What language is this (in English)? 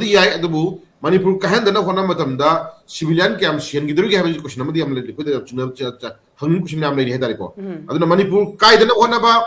Manipuri